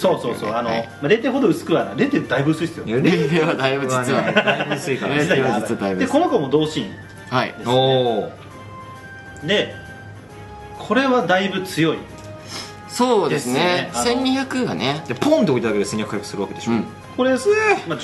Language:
Japanese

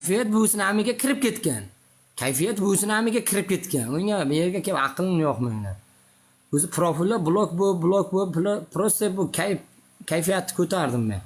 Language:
Uzbek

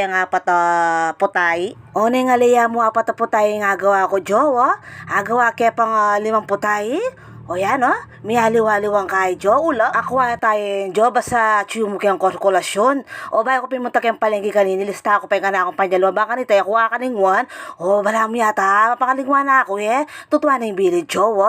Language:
Pampanga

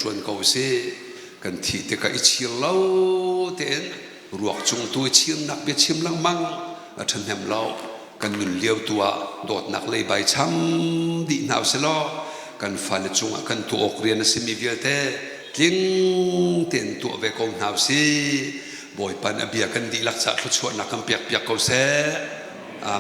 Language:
Hakha Chin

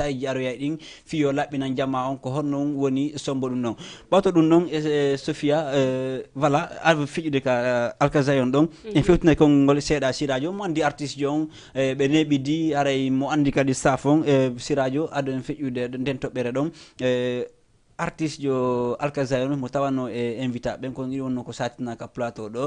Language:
Fula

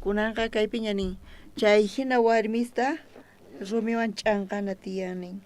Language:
South Bolivian Quechua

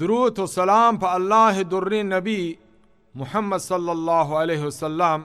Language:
Baluchi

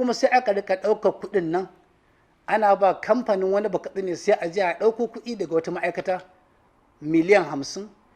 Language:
Hausa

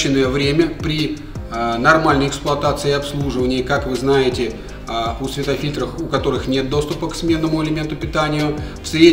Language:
Russian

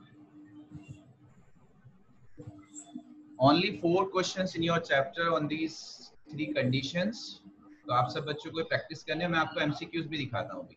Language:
Hindi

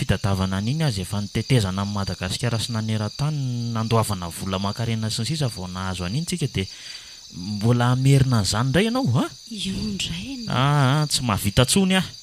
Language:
Malagasy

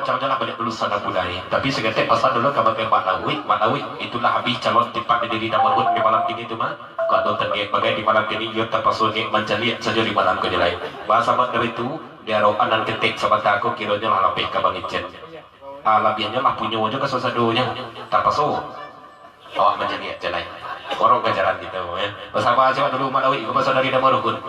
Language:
Minangkabau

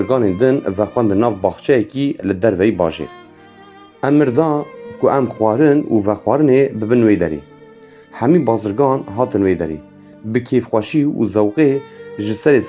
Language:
Kurdish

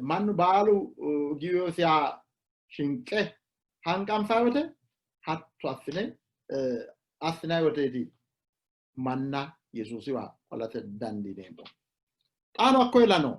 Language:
Sidamo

